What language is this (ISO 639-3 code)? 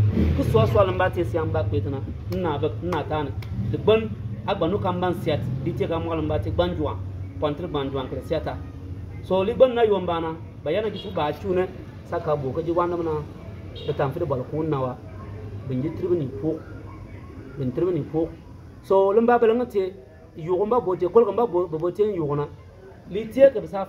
bim